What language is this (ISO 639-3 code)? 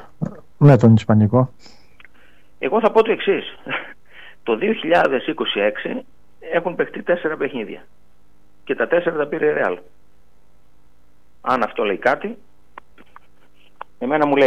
ell